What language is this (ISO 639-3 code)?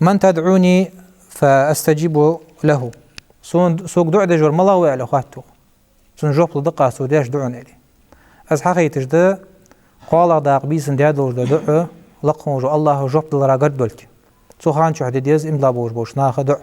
inh